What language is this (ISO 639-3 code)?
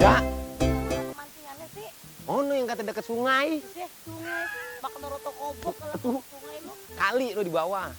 bew